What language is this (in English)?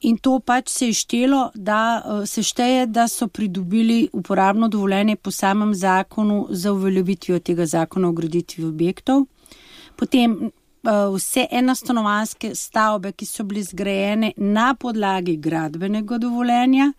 Slovenian